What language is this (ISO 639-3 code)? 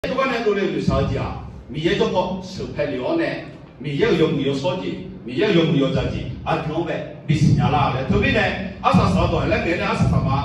ahk